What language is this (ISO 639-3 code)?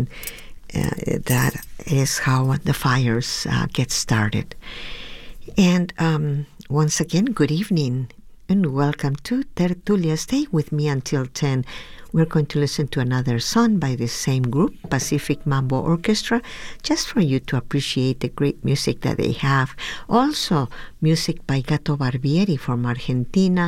eng